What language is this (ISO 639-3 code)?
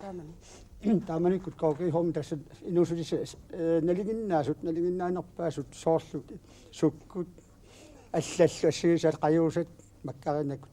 kal